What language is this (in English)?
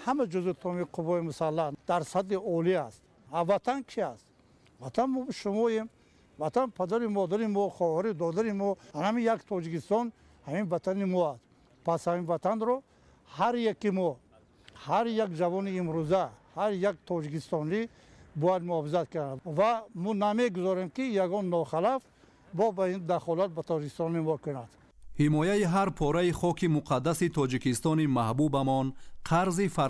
Tajik